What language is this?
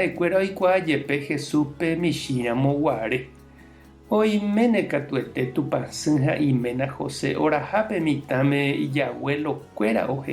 Guarani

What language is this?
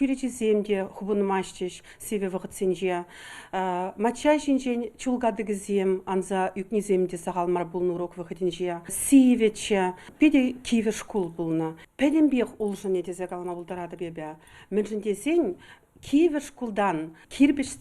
Chuvash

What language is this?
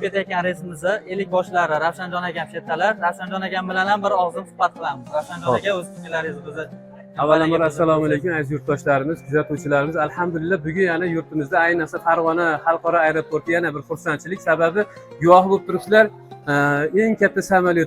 Uzbek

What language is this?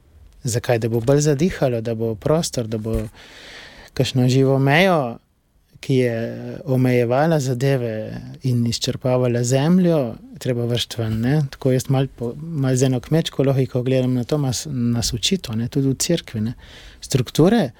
Slovenian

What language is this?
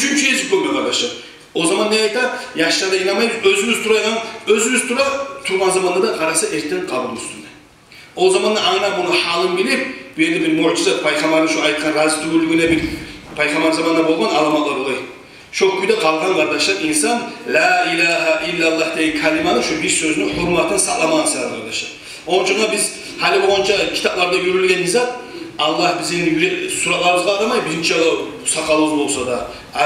Kumyk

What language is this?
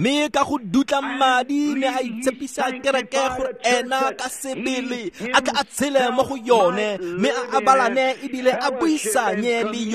Tswana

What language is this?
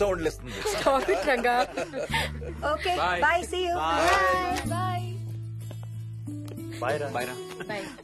Telugu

